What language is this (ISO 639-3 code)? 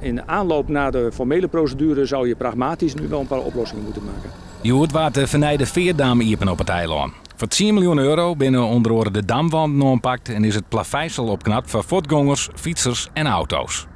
fry